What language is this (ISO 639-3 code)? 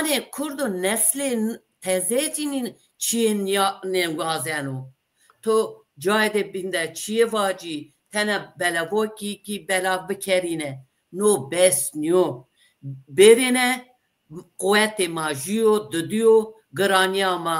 zza